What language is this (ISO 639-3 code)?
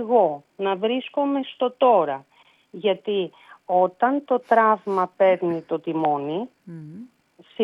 ell